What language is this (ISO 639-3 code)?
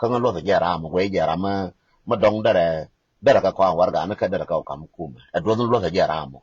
nus